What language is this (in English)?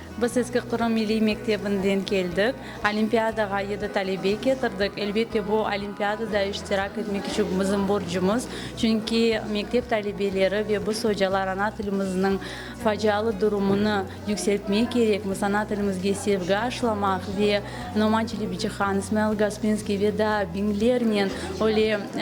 Crimean Tatar